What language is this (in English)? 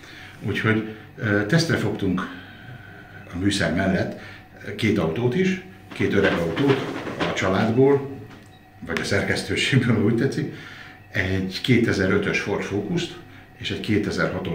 Hungarian